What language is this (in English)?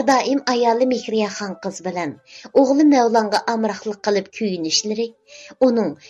Uyghur